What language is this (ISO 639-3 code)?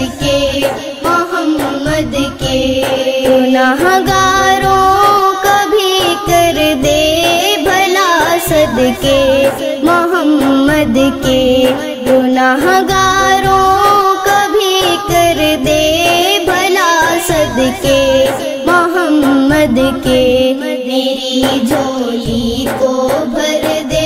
urd